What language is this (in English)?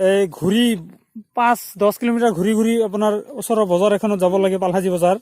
Assamese